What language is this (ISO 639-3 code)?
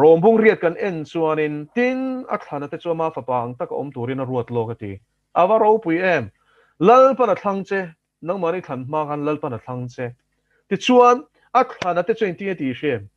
lus